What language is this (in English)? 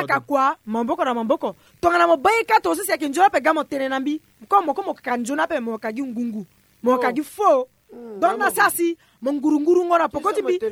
Sango